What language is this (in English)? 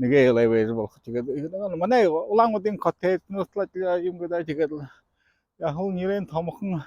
Buriat